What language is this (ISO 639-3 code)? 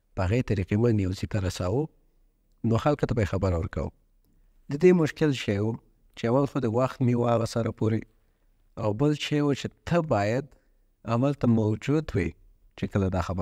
pus